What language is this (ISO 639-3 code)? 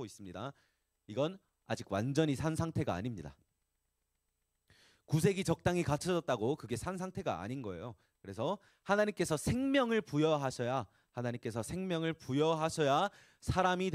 kor